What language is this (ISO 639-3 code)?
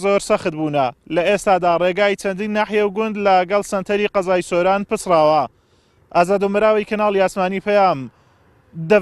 ckb